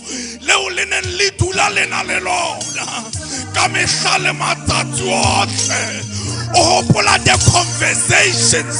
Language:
Southern Sotho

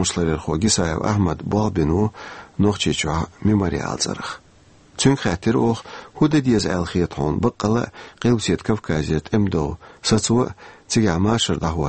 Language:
Chechen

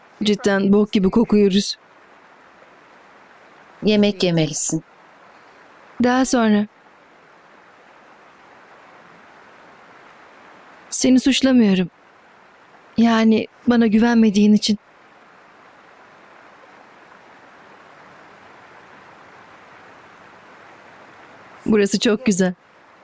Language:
Turkish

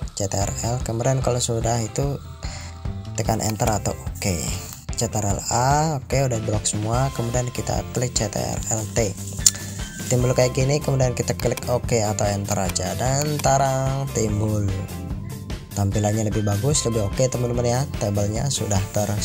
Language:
Indonesian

